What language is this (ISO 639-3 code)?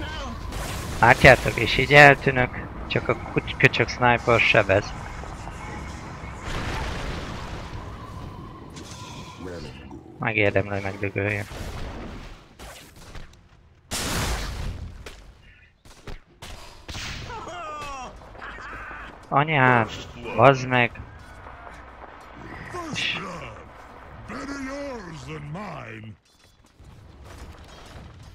hun